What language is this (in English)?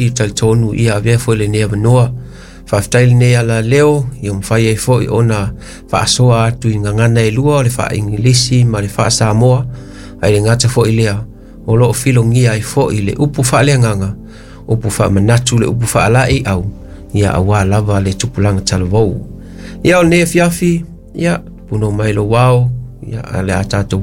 Samoan